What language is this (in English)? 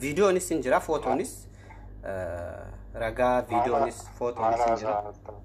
Oromo